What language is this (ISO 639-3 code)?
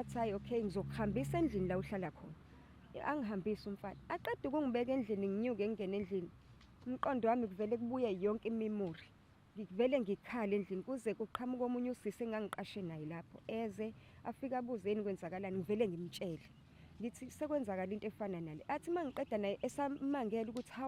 zul